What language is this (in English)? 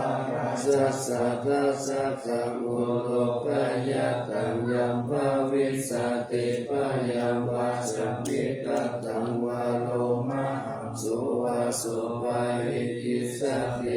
Pali